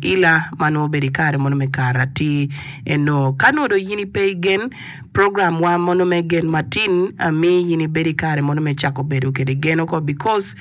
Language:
Acoli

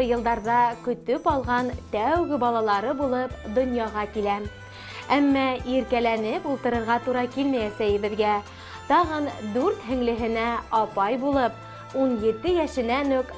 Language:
Bashkir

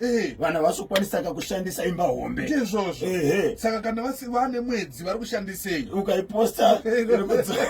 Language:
Shona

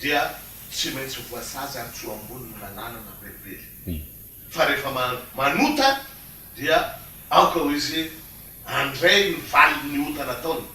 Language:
Malagasy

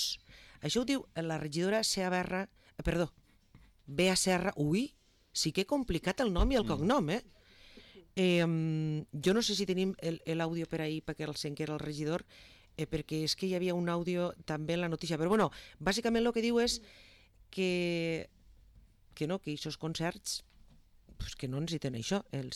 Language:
Catalan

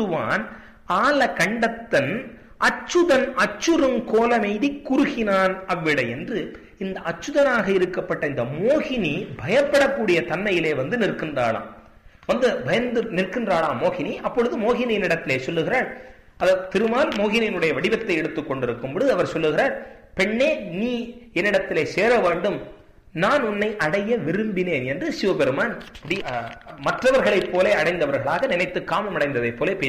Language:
Tamil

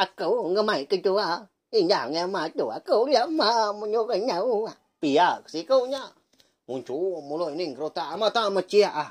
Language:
Iban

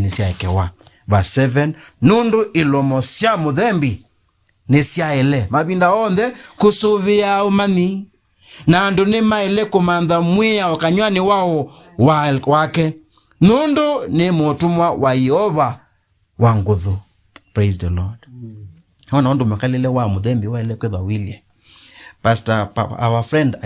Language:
Kamba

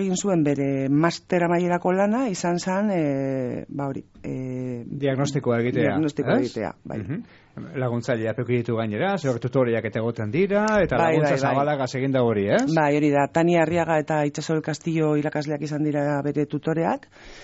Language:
Basque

